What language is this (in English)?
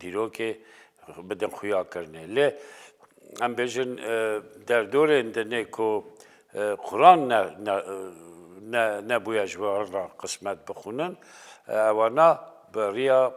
Kurdish